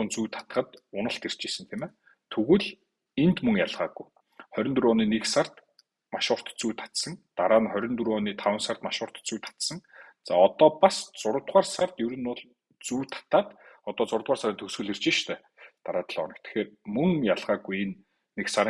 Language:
Mongolian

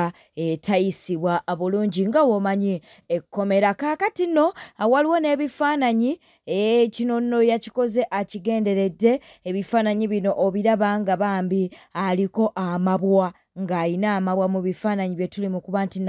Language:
Ganda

